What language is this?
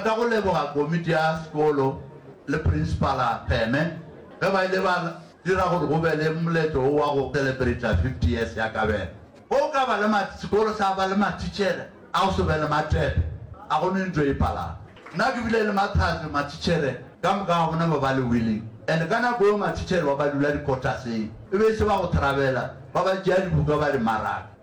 Northern Sotho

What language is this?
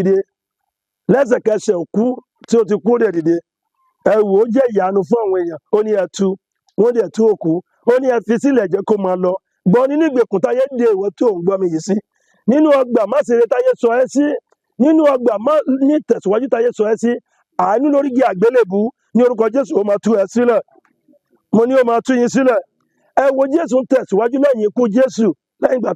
Yoruba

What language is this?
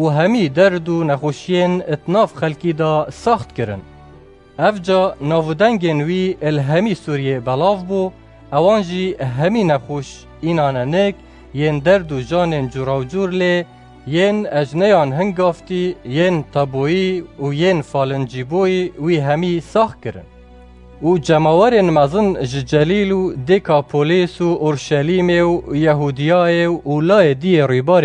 Kurdish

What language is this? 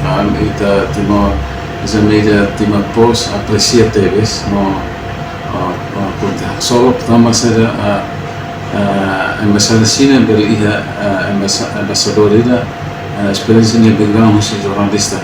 Tetum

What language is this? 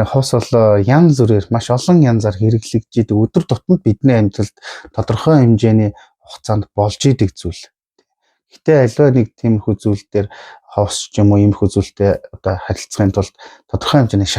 Mongolian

